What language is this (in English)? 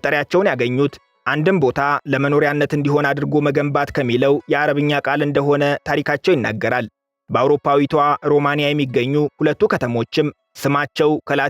Amharic